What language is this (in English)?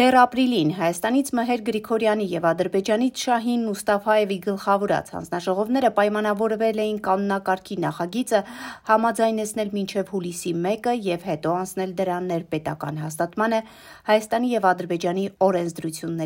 Armenian